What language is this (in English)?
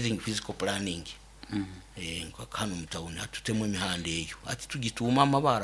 Nyoro